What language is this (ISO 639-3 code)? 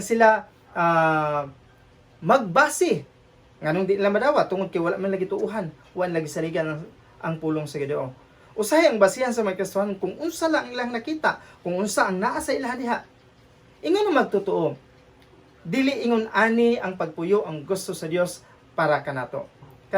ceb